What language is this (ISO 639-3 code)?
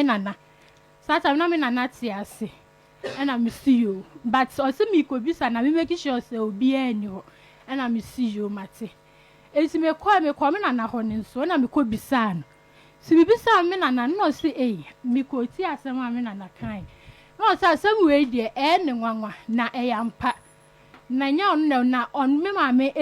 aka